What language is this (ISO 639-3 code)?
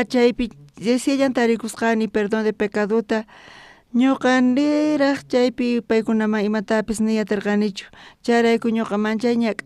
quh